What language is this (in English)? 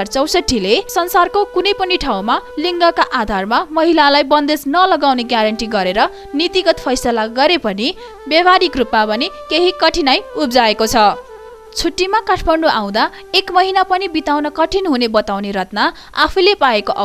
Nepali